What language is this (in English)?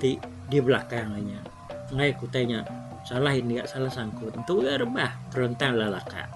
Iban